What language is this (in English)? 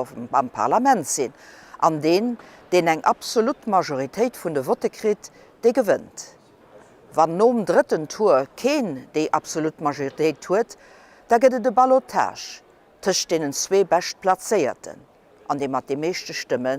Luxembourgish